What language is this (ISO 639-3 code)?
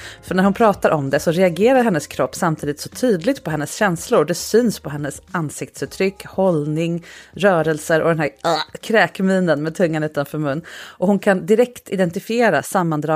swe